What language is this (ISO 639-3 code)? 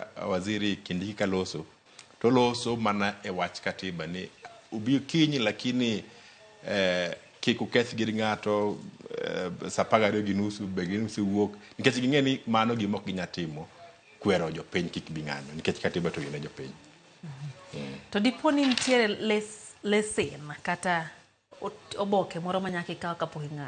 luo